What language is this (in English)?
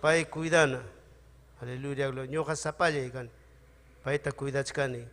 Ayacucho Quechua